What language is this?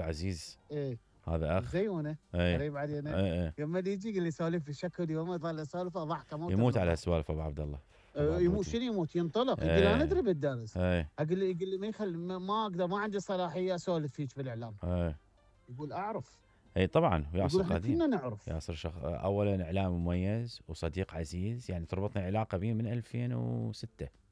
Mesopotamian Arabic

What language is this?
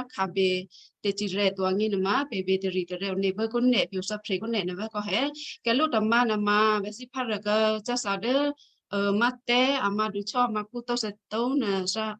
Western Kayah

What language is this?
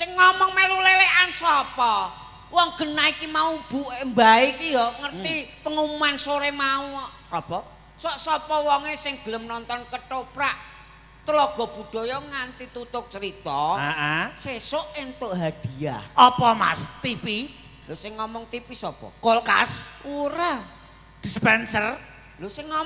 Javanese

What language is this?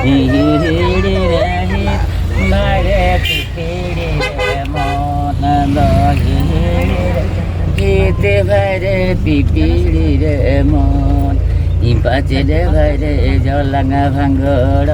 Santali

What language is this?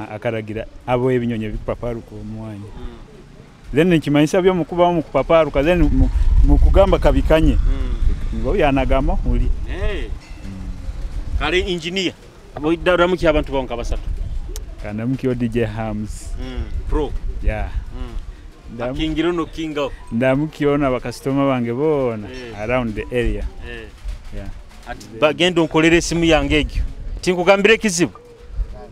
Tooro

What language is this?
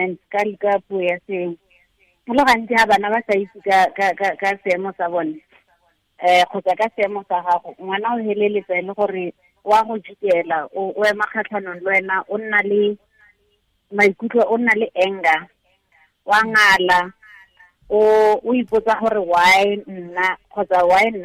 Tswana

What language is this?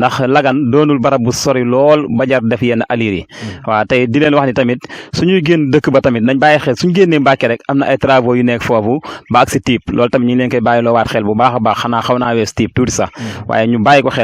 Wolof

